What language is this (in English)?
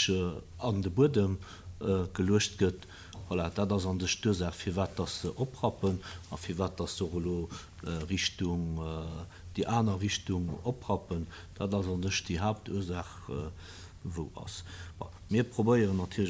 Luxembourgish